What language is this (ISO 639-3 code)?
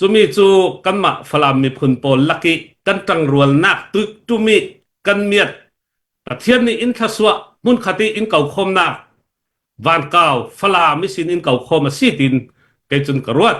cfm